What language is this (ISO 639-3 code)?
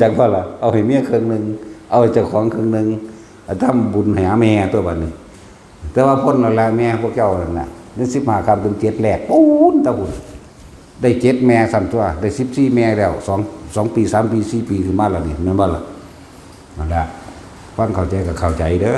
tts